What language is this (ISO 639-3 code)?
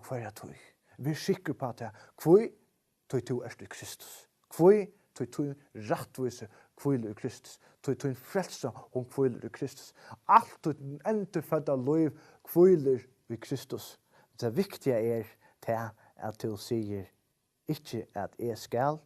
fao